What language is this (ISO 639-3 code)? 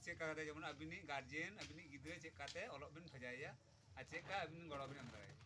sat